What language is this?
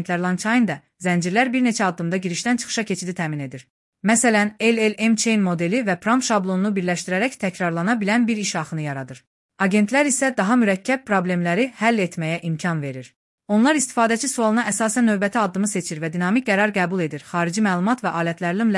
Azerbaijani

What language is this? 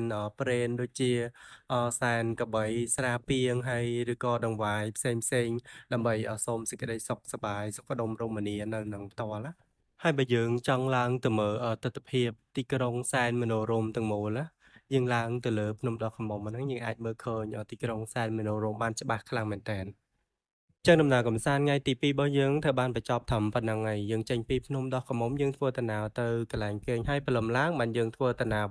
Khmer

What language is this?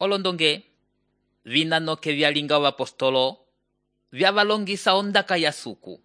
Umbundu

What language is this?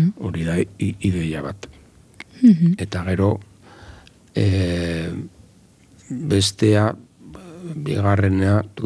Basque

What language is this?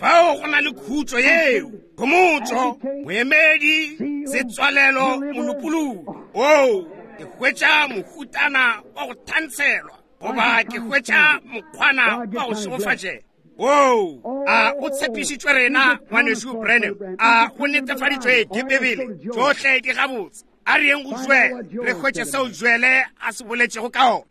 Northern Sotho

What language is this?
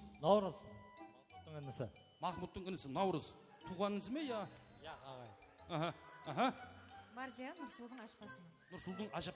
Kara-Kalpak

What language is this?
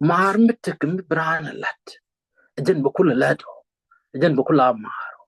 Nuer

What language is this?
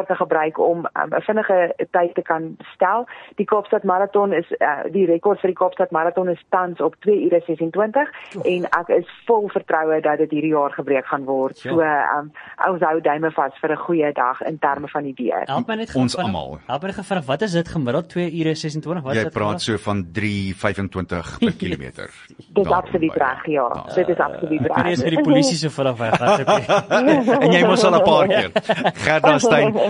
Afrikaans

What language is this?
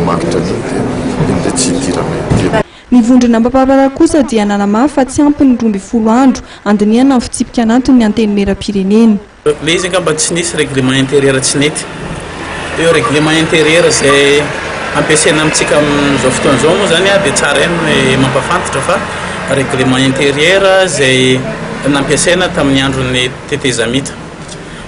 Malagasy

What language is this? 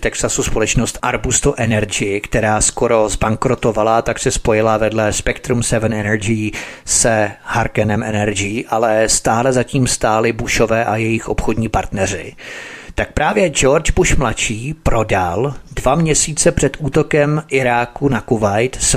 Czech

